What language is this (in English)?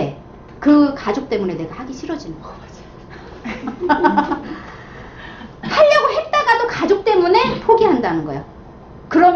Korean